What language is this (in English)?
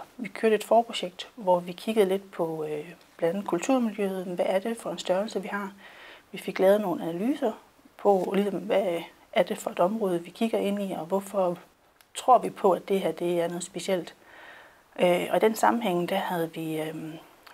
Danish